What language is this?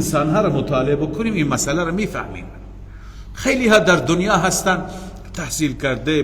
Persian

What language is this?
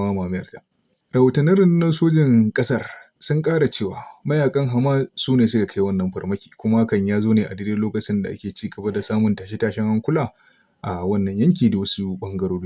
Hausa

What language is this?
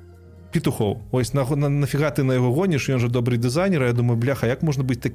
Belarusian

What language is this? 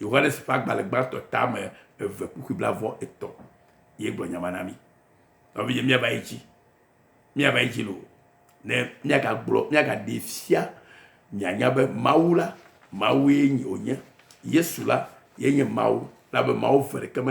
Ewe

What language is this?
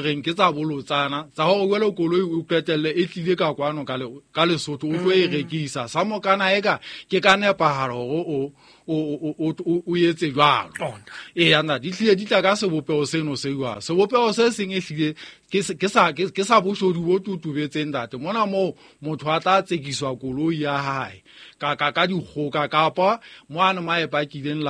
Southern Sotho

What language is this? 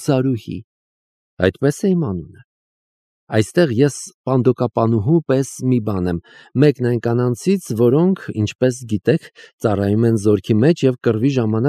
Armenian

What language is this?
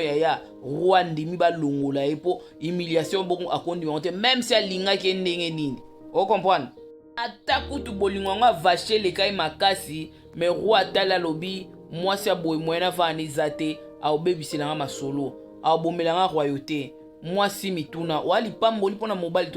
Lingala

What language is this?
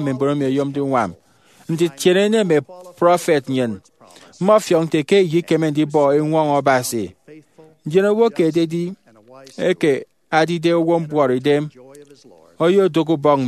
Efik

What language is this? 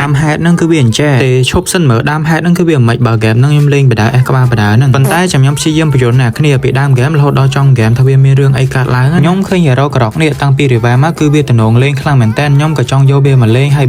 Khmer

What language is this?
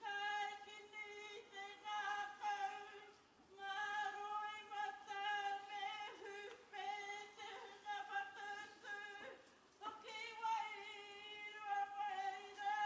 Māori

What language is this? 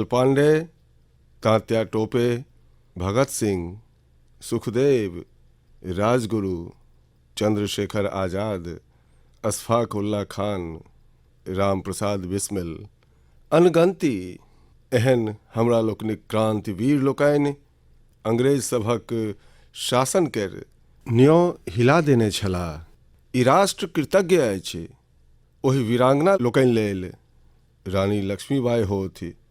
Maithili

